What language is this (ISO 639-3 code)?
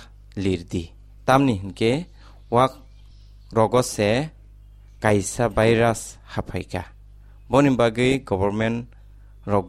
trp